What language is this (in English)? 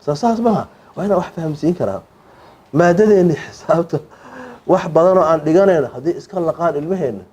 Somali